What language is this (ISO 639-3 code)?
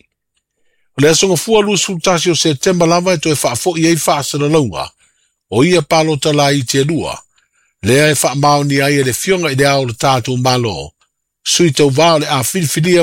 smo